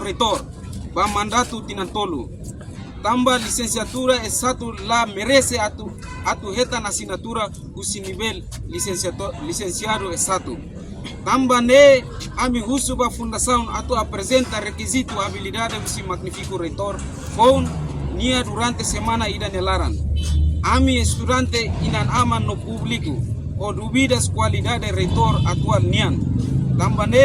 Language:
Tetum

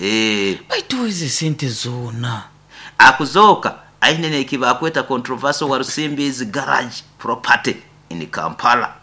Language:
Nyoro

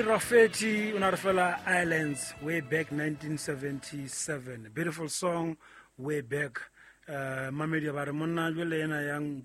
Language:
Southern Sotho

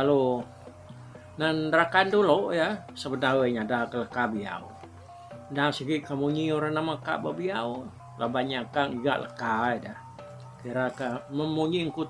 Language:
Iban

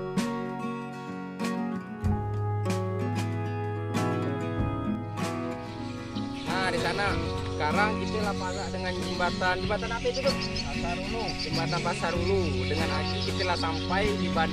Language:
Indonesian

